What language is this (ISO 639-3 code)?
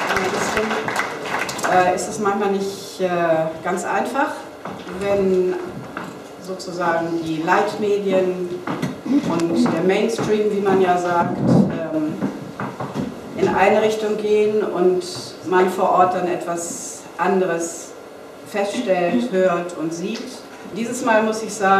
deu